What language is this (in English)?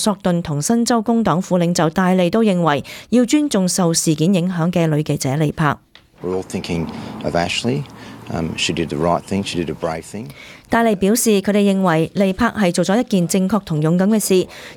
Cantonese